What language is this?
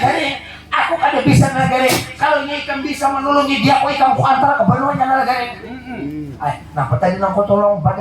Banjar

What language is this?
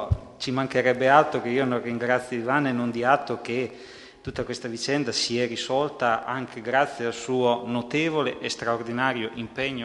Italian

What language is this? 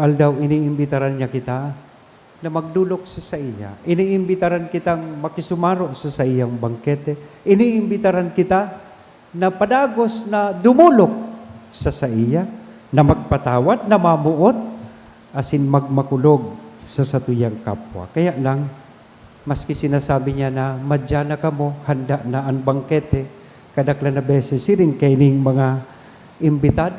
Bikol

